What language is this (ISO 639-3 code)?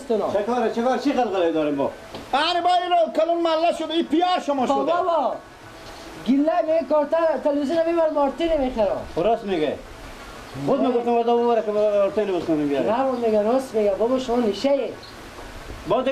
fas